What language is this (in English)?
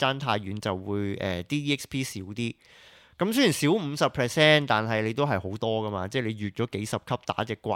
Cantonese